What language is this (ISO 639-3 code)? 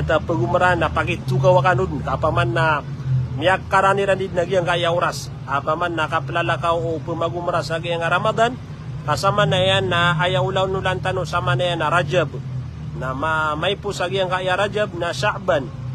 mrw